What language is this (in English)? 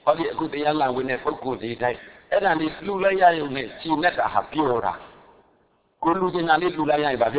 Burmese